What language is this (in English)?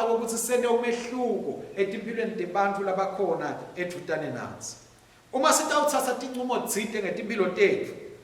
Swati